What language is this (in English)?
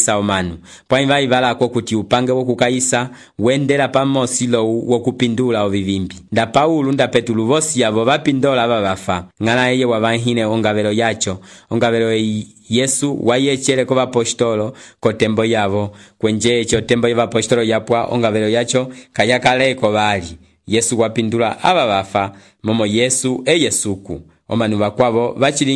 Umbundu